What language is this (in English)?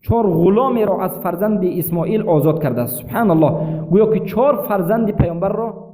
Persian